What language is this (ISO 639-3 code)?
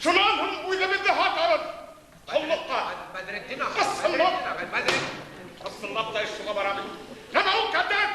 bak